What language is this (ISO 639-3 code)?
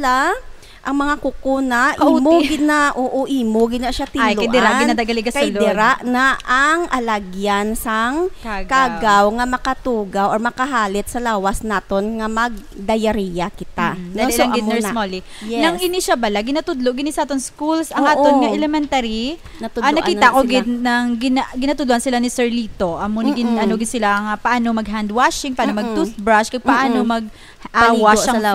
hil